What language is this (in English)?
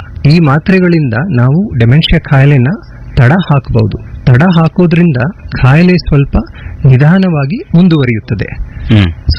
Kannada